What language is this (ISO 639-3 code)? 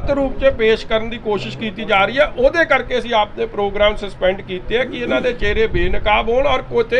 pan